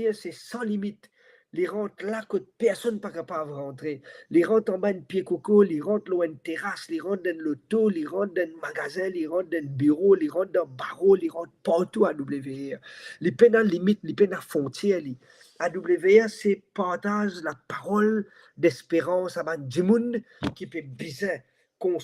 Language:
Morisyen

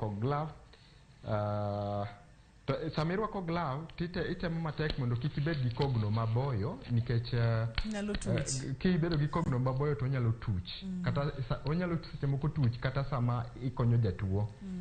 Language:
Luo (Kenya and Tanzania)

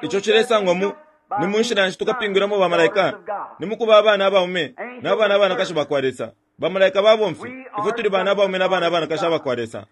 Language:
Bemba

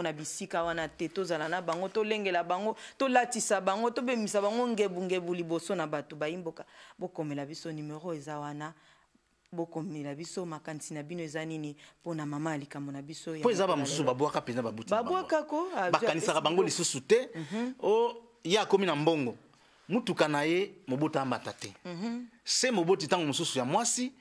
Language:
Lingala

